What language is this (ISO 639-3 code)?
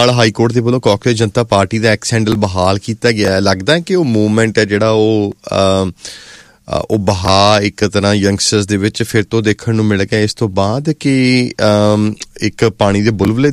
pan